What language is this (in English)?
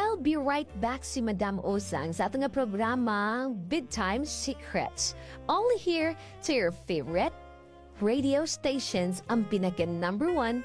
Filipino